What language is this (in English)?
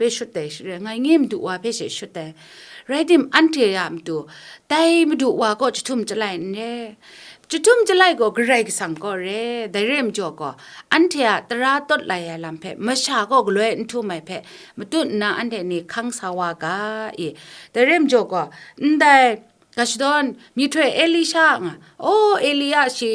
Kachin